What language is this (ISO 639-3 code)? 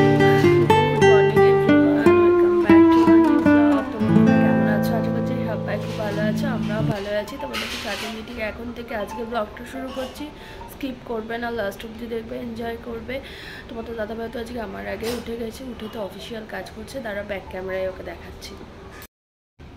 ben